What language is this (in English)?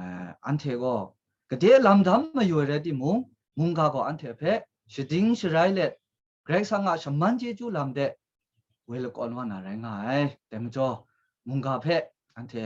Kachin